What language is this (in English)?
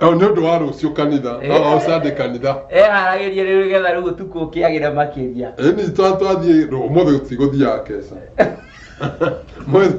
Kikuyu